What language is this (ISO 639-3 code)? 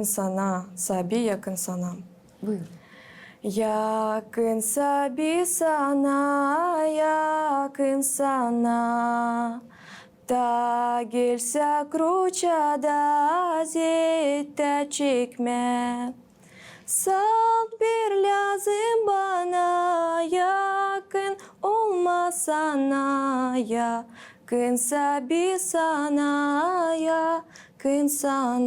gag